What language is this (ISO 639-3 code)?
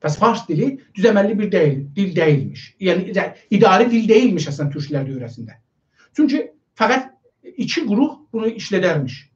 azb